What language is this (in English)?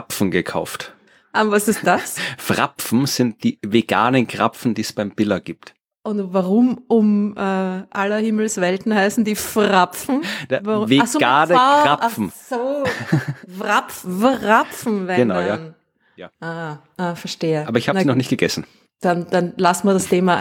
German